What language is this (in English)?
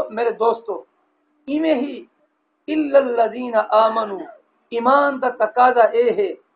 Saraiki